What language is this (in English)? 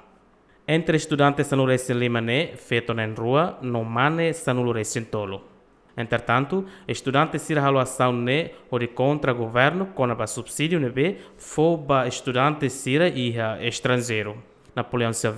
Tetum